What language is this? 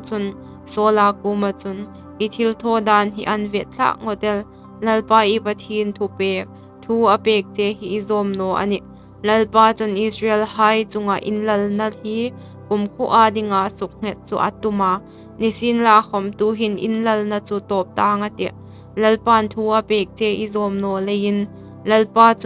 Hmar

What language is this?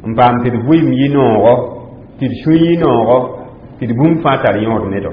Mossi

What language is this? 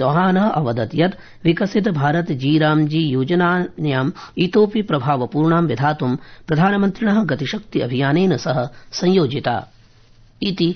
Sanskrit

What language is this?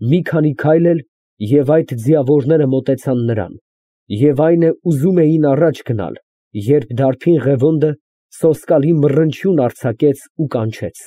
Armenian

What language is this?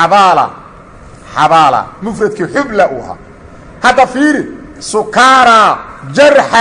Somali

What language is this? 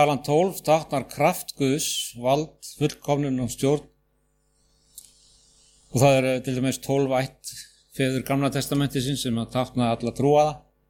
Icelandic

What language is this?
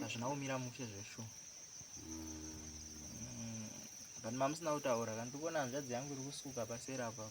Shona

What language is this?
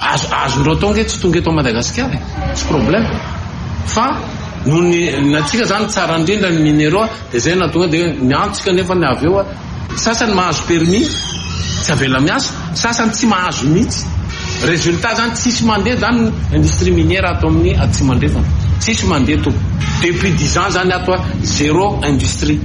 Malagasy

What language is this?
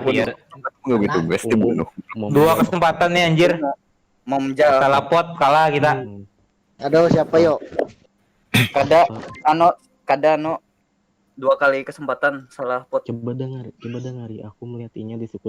Banjar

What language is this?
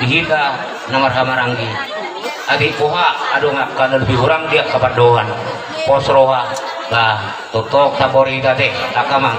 Batak Toba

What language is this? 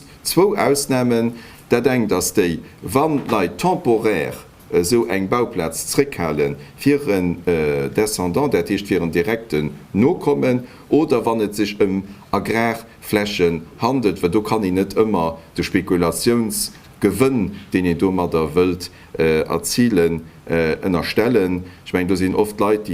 Luxembourgish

